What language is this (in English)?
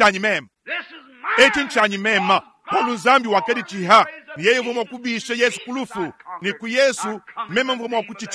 Luba-Lulua